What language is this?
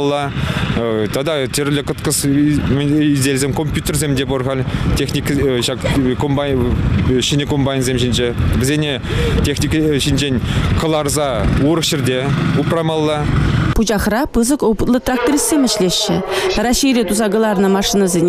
Chuvash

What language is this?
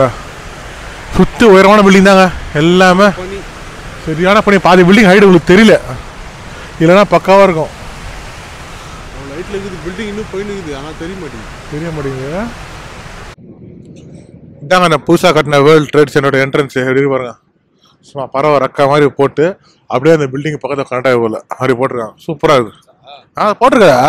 Tamil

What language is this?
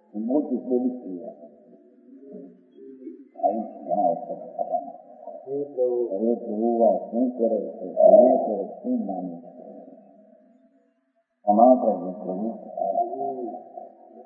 Gujarati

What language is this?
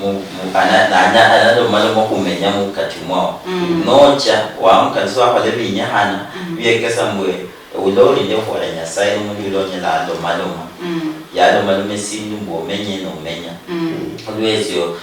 Luyia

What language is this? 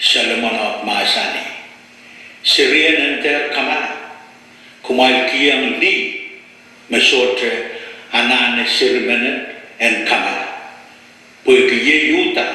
Pohnpeian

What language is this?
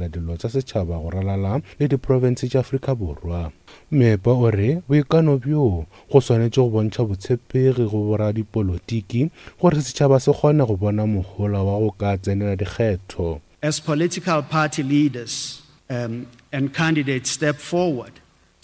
Northern Sotho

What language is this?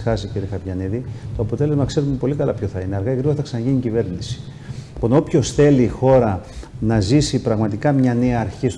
Greek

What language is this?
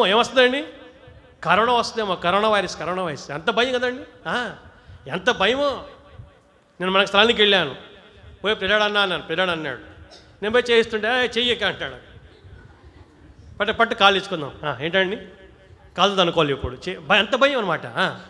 Telugu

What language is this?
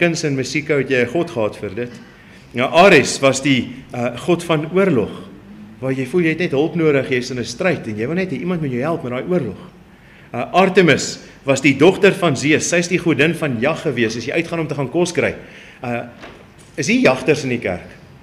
Afrikaans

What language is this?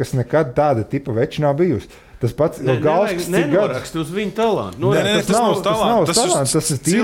Latvian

